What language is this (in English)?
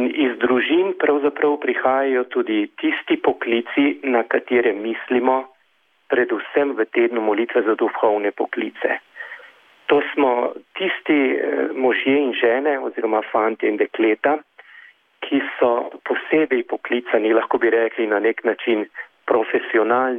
Slovenian